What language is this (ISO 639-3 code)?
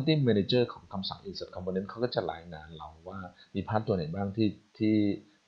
tha